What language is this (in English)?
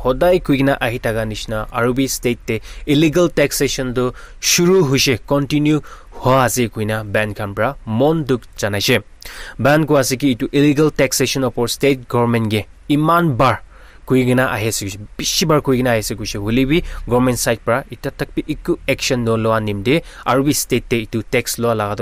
Naga Pidgin